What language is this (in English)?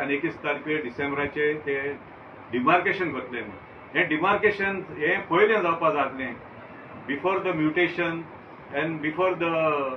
Konkani